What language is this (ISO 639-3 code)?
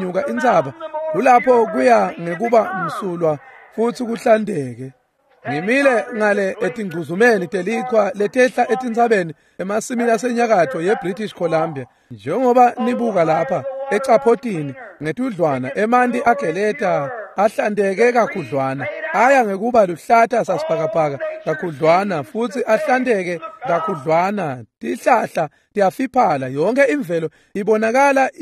ssw